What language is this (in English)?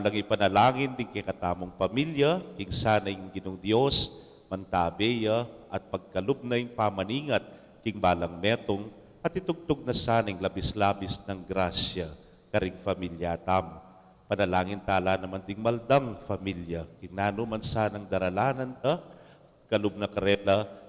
Pampanga